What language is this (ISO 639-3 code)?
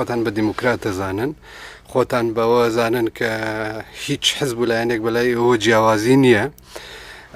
ckb